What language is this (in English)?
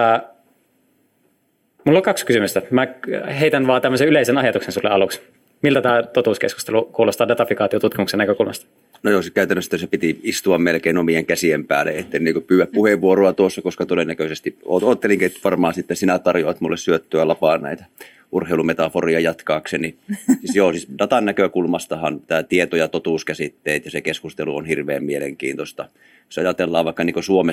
Finnish